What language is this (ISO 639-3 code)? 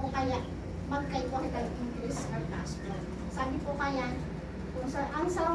bik